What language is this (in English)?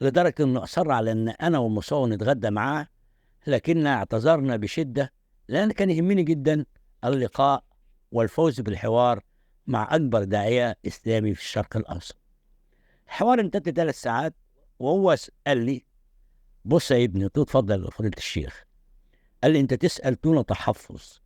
Egyptian Arabic